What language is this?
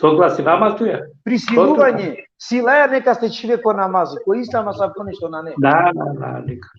Balkan Romani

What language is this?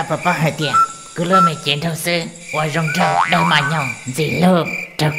Hmong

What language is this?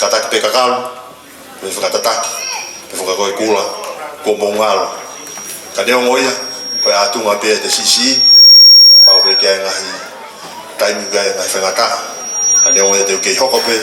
Tongan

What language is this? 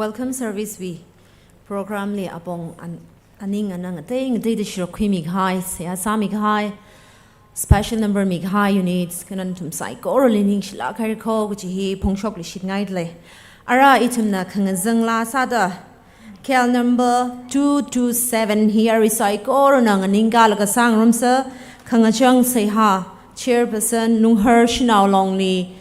Tangkhul Naga (India)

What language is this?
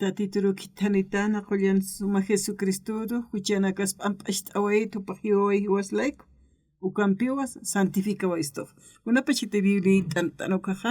Aymara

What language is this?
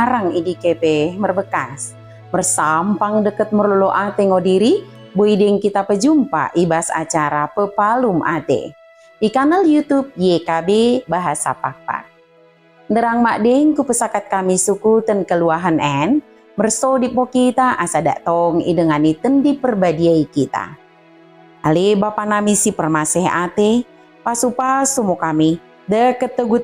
Batak Dairi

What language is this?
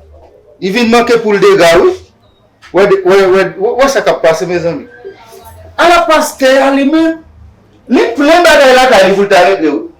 Haitian Creole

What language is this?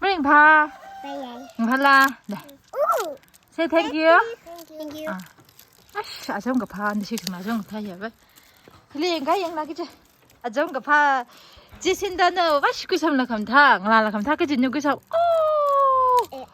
Tangkhul Naga (India)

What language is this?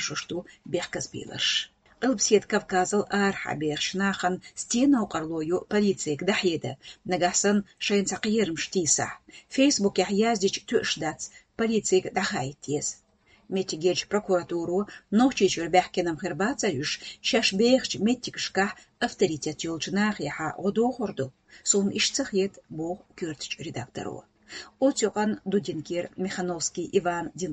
Chechen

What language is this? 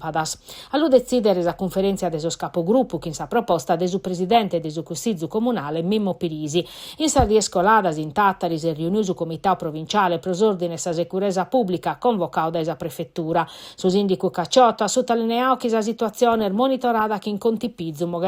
Sardinian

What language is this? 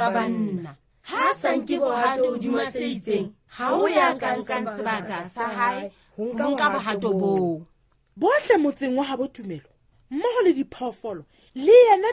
Southern Sotho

